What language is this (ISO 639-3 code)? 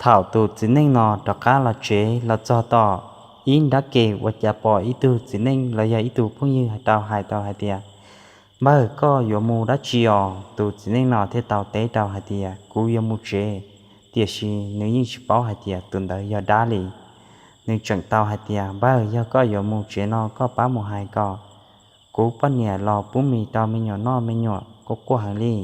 hmn